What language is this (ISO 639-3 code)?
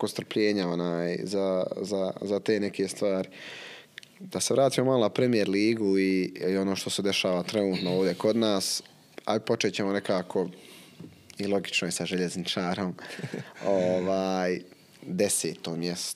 bos